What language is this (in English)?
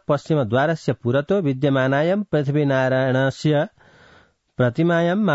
Sanskrit